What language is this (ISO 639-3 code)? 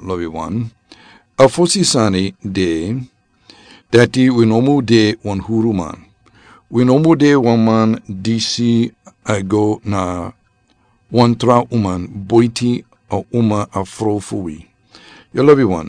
srn